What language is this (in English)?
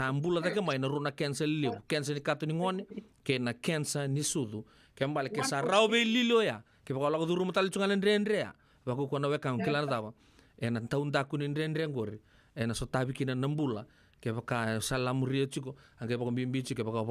Fijian